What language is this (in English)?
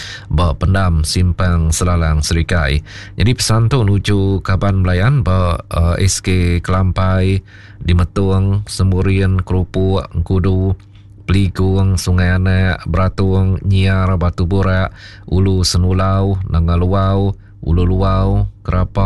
Iban